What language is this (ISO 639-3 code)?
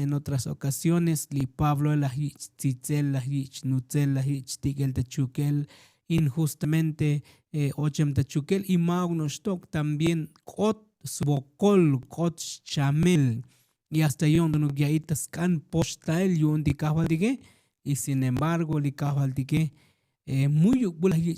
tzo